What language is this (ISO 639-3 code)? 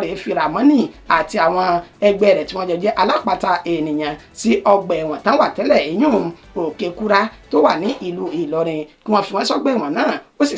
yor